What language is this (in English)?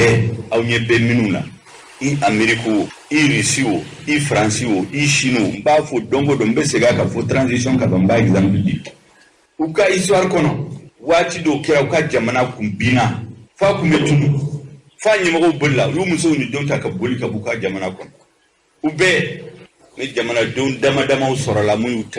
Bambara